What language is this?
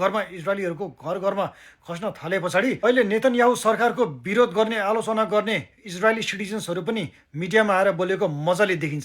Nepali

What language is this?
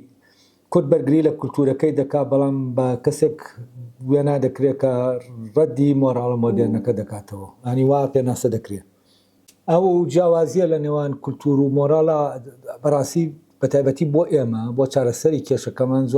Central Kurdish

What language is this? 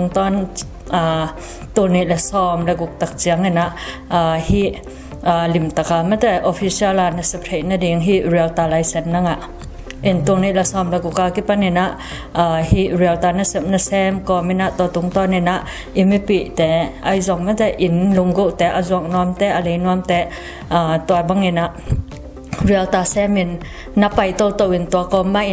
Tedim Chin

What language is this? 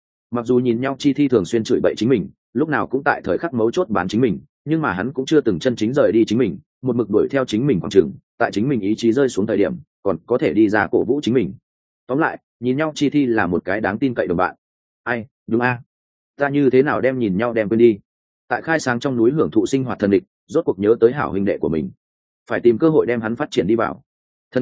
Vietnamese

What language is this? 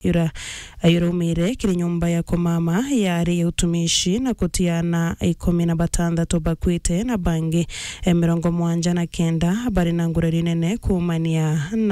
Meru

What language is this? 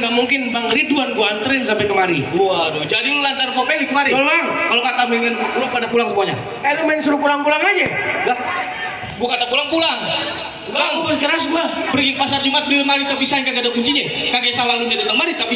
Betawi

